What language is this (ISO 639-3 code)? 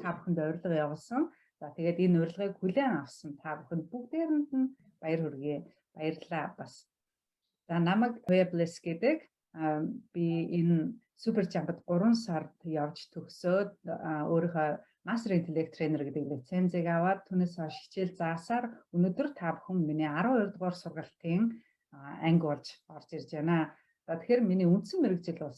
mon